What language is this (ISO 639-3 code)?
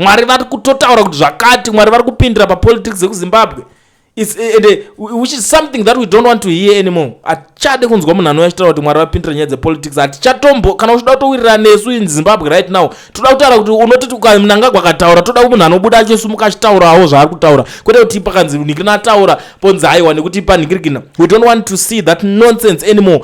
sna